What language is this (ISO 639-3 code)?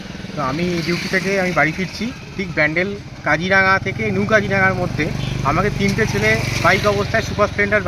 ben